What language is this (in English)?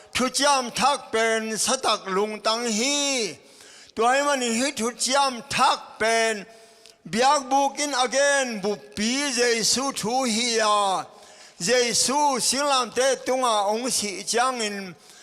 Tedim Chin